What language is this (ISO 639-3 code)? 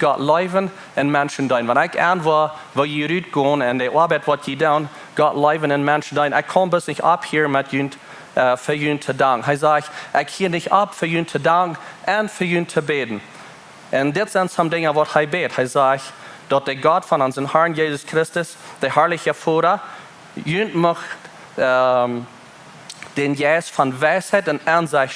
pdt